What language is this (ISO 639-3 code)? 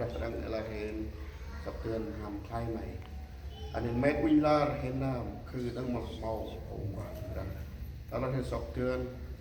cmo